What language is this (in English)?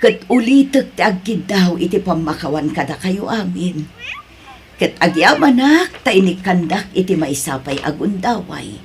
Iloko